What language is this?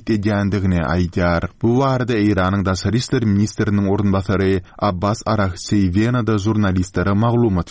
Turkmen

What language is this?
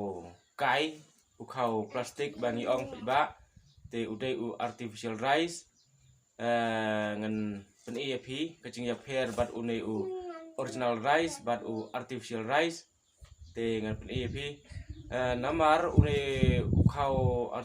Khasi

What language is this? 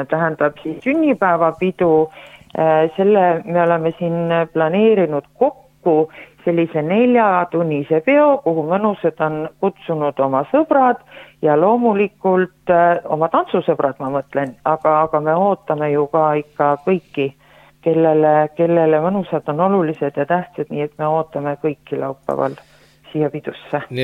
Estonian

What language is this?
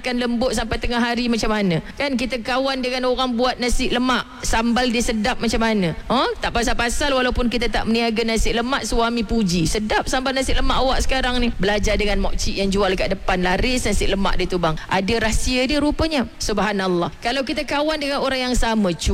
Malay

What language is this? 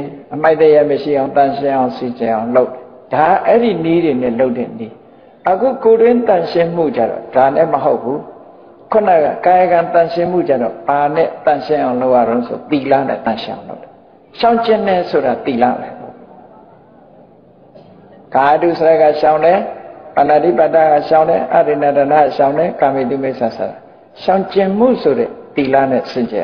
Burmese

